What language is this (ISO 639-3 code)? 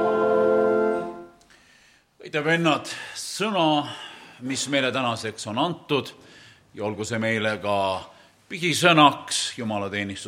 est